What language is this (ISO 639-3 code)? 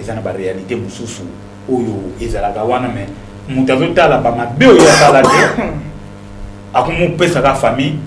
lin